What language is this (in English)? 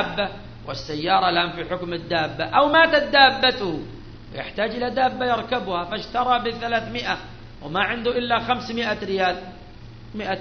Arabic